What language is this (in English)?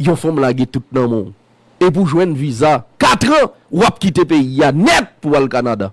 Haitian Creole